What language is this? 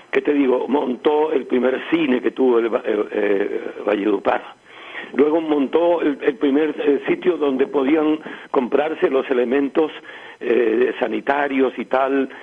Spanish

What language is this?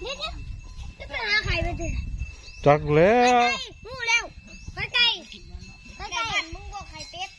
Northeastern Thai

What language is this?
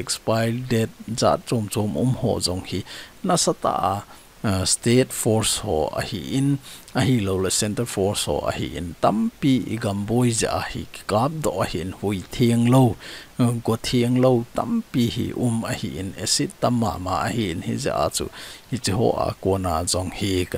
Thado Chin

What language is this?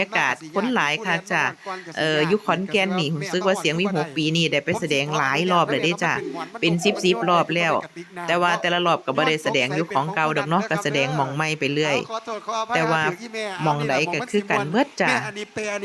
Northeastern Thai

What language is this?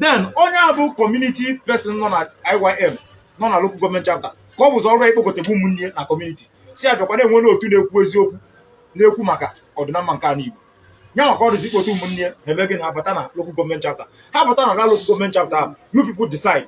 Igbo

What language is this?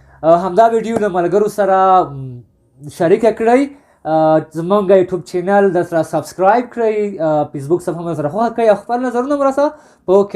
Pashto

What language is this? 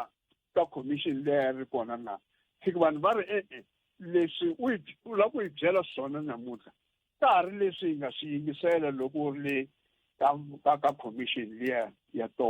Tsonga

